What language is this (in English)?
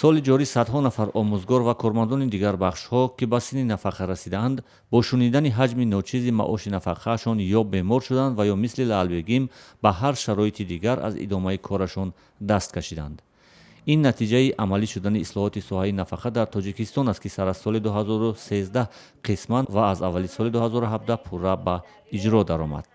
Tajik